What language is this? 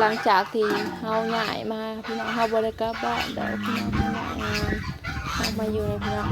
Northeastern Thai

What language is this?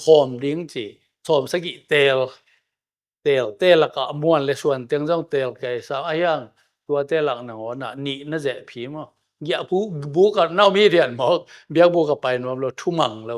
Tedim Chin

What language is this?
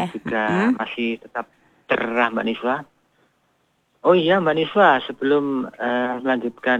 Indonesian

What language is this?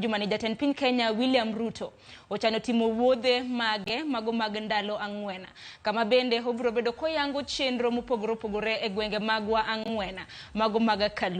Luo (Kenya and Tanzania)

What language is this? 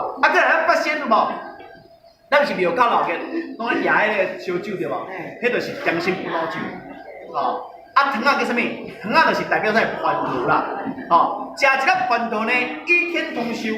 Min Nan Chinese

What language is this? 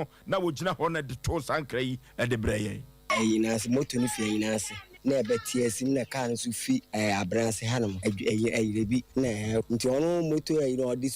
Akan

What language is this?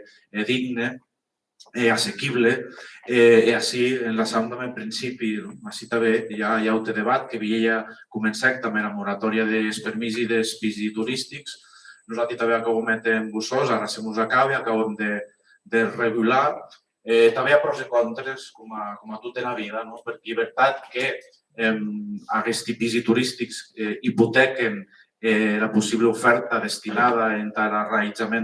Occitan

